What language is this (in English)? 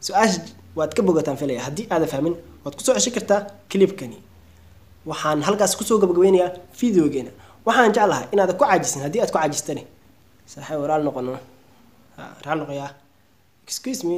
Somali